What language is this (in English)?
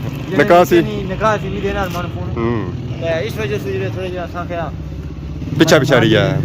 Pahari-Potwari